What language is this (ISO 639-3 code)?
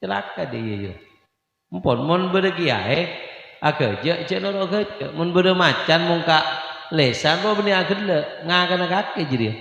mad